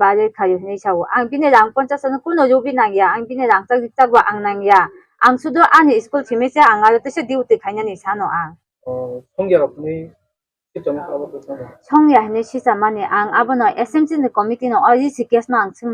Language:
Kok Borok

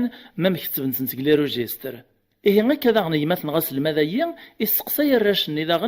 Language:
Kabyle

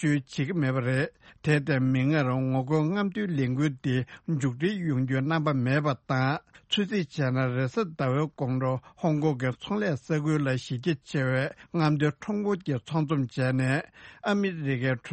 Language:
Tibetan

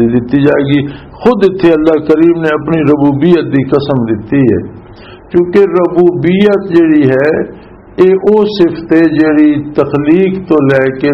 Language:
Western Panjabi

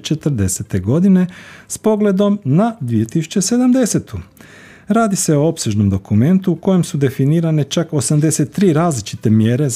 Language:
Croatian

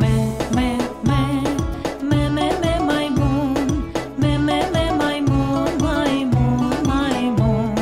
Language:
Crimean Tatar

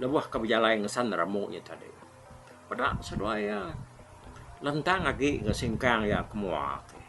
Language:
Iban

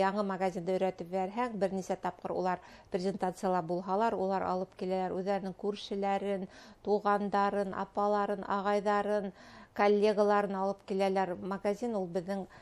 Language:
Bashkir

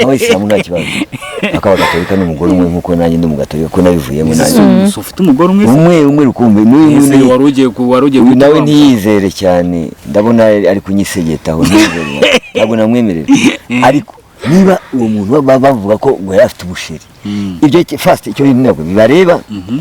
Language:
Kinyarwanda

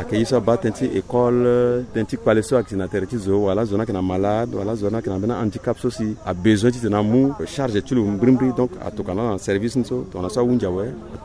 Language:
Sango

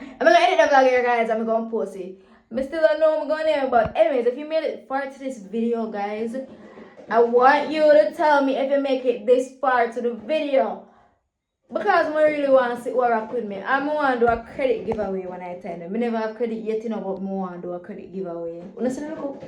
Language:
Jamaican Creole English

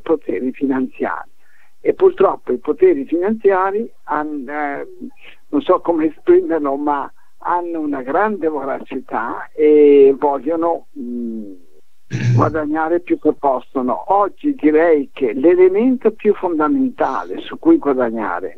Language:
Italian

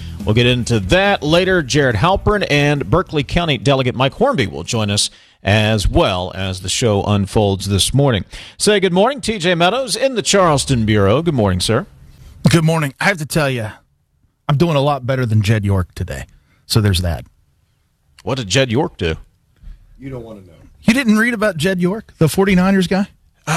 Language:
English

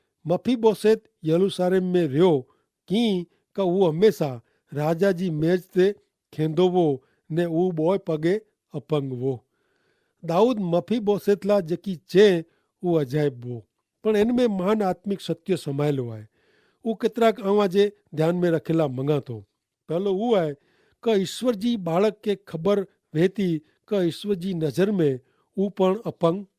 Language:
Kachhi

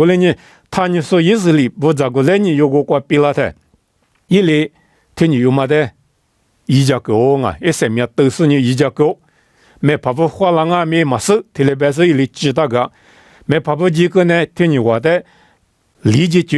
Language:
Lisu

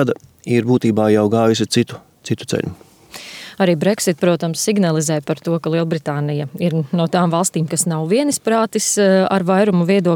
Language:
Latvian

